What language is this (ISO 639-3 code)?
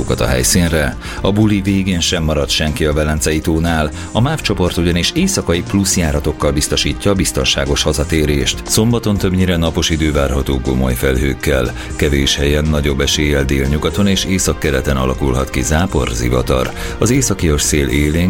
hun